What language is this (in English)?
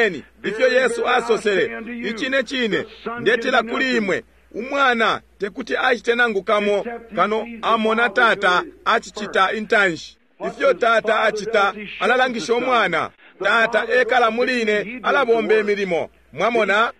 Bemba